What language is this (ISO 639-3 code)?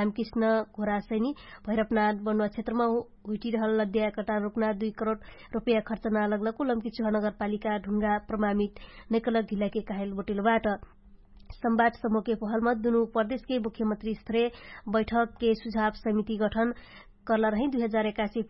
thl